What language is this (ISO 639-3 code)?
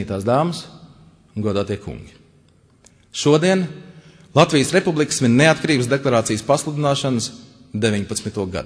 lav